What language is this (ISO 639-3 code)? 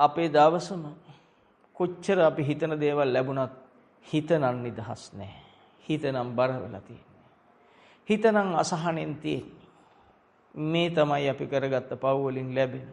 sin